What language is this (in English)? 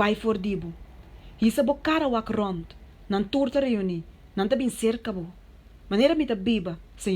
Papiamento